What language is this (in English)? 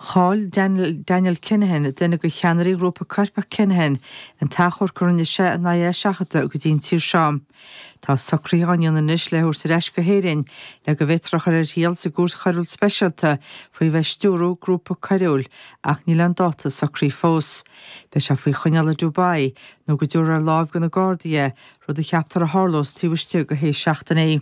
Irish